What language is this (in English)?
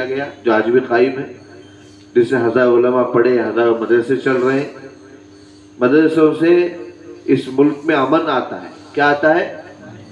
Urdu